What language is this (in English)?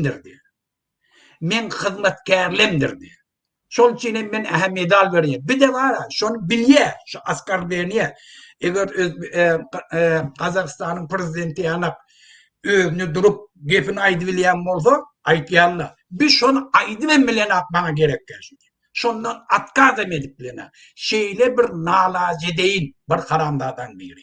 Turkmen